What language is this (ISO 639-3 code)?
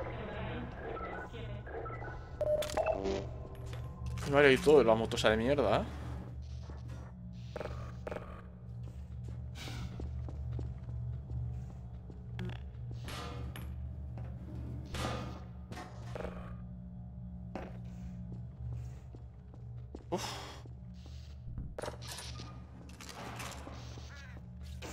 spa